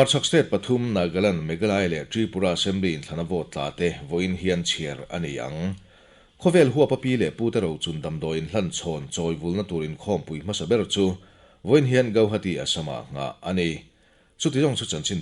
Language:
Mizo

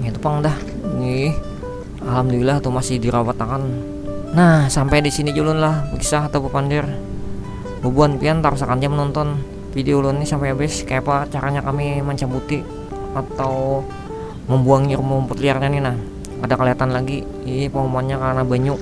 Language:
Banjar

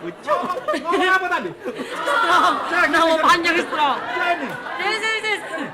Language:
Musi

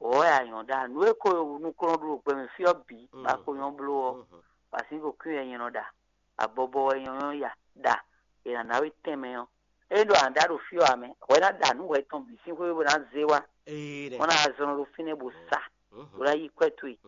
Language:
Fon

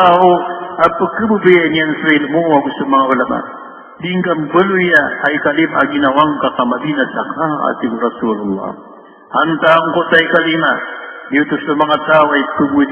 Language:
Maranao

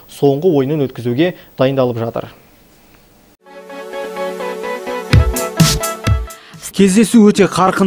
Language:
Kazakh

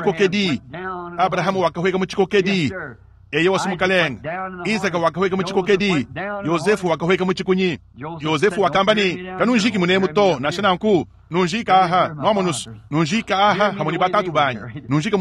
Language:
Luba-Lulua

